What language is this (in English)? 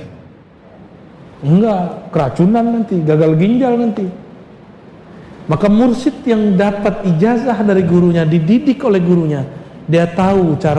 Indonesian